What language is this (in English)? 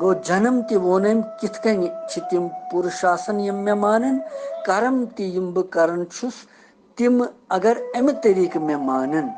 Kashmiri